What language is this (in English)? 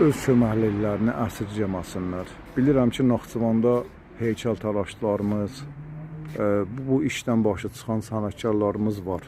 Azerbaijani